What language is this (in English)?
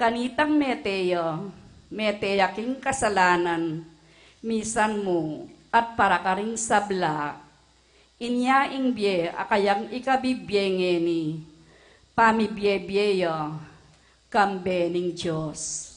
Pampanga